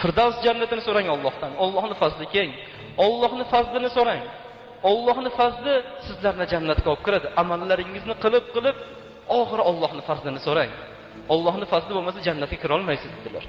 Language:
Uzbek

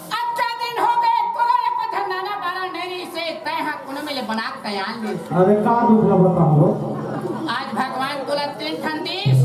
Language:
Chhattisgarhi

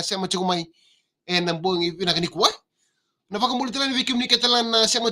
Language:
Fijian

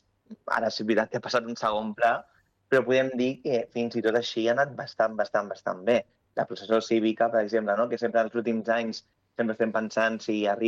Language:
Catalan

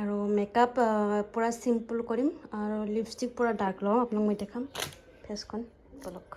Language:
Assamese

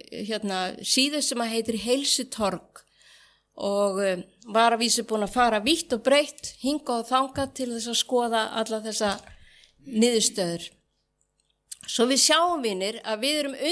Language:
Icelandic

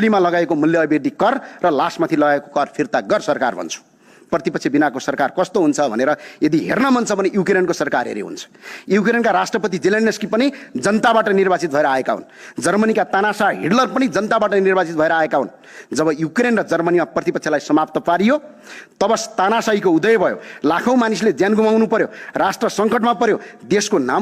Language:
Nepali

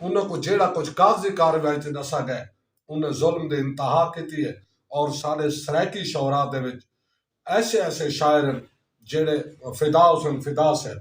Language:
Saraiki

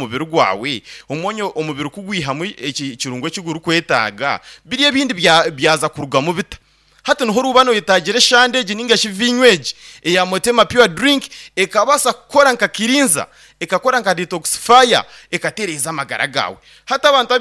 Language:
Nyankole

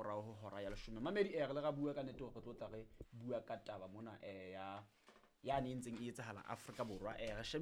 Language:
Southern Sotho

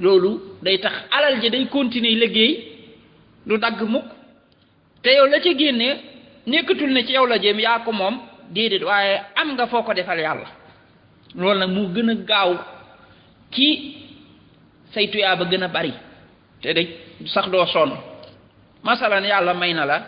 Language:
Wolof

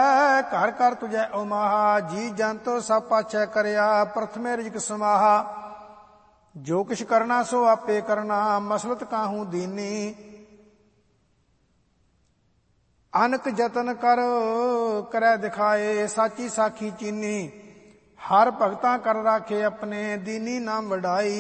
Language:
Punjabi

